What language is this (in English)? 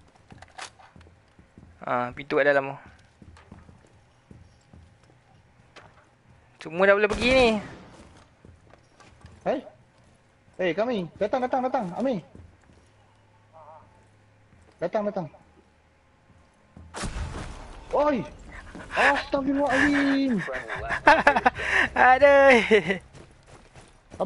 Malay